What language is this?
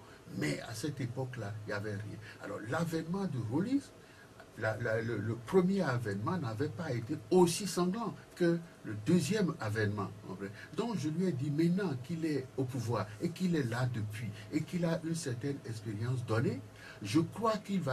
French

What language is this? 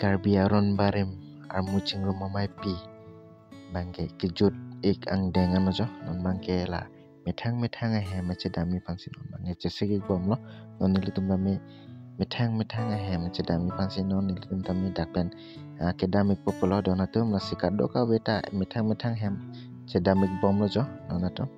Karbi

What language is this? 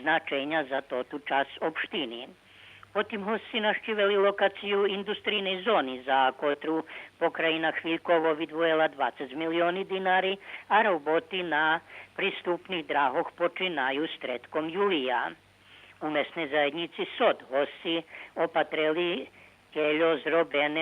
Rusyn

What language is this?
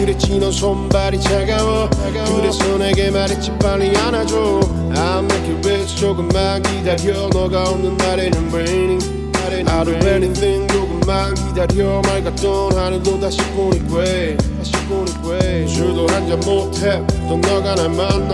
Korean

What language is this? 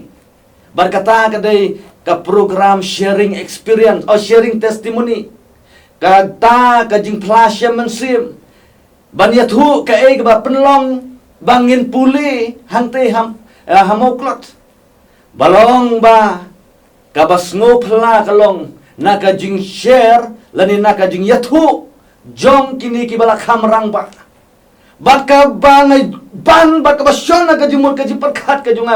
Khasi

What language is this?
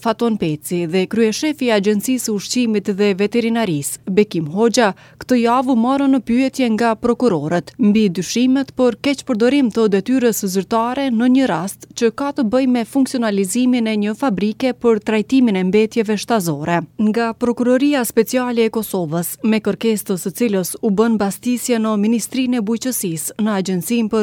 Albanian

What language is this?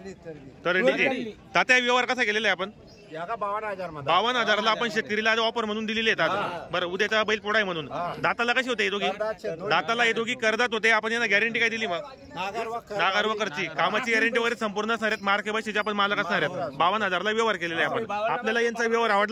Marathi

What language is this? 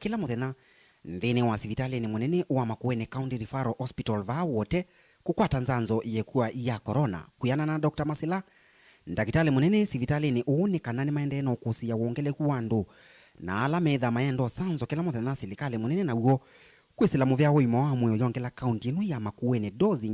Kamba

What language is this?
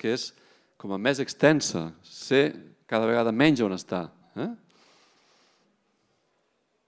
Catalan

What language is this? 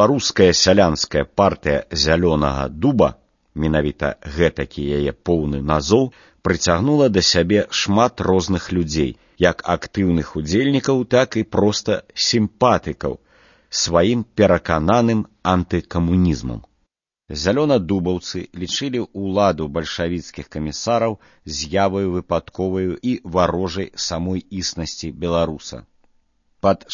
Belarusian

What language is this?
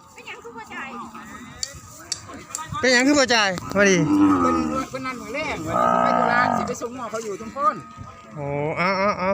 Northeastern Thai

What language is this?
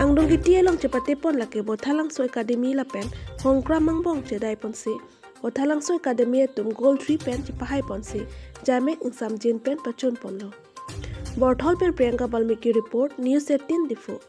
Karbi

